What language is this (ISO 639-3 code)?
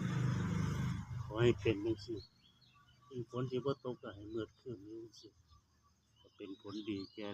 lao